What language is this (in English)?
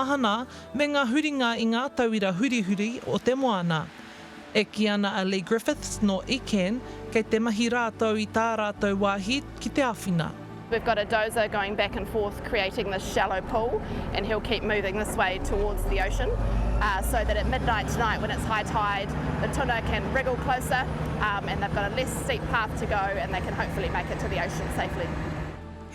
Māori